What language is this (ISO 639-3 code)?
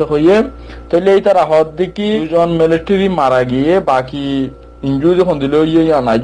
rhg